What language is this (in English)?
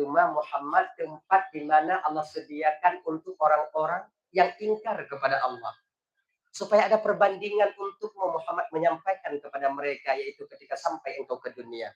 Achinese